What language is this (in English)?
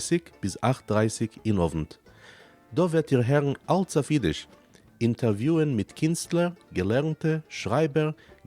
Yiddish